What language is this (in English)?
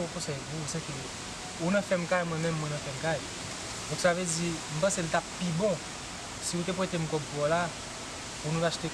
Haitian Creole